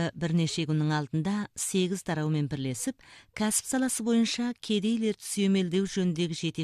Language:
Kazakh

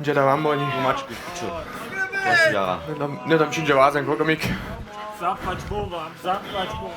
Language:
Upper Sorbian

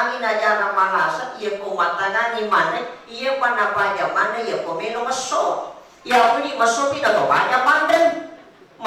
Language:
Buginese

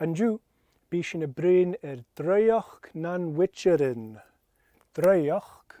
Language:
Scottish Gaelic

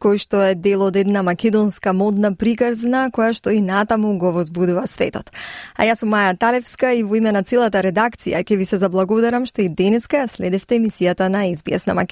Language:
Macedonian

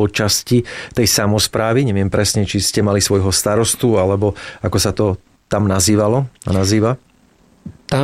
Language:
Slovak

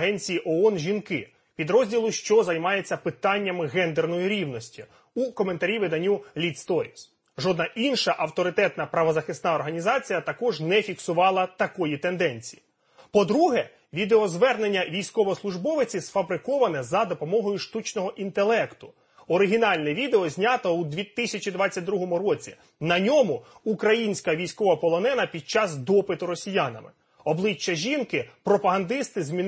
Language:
Ukrainian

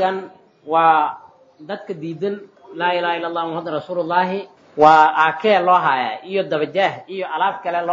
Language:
Somali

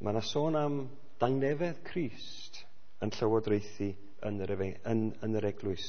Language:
Welsh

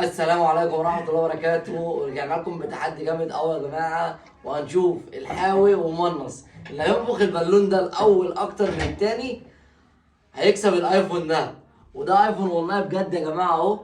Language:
Egyptian Arabic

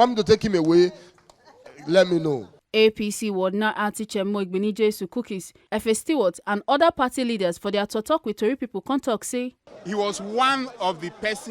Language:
Nigerian Pidgin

